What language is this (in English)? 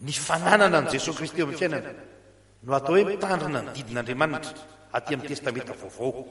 Malagasy